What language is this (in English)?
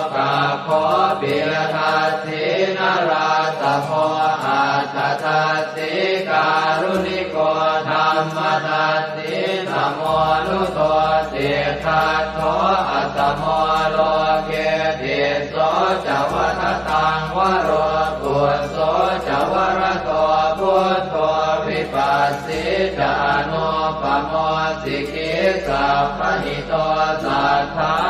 Pali